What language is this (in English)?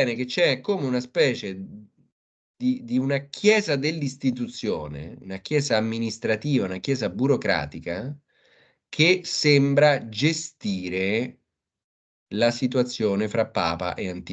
Italian